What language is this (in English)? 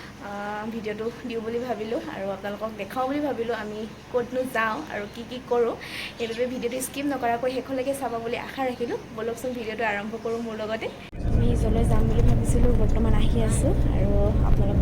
Assamese